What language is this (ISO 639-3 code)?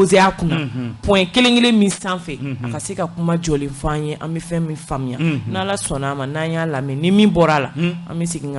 bam